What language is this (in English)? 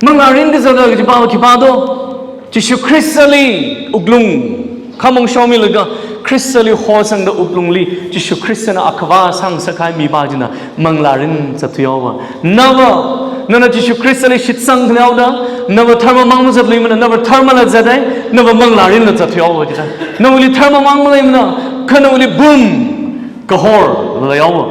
Tangkhul Naga (India)